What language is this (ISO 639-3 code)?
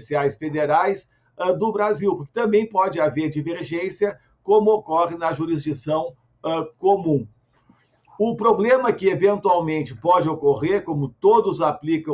por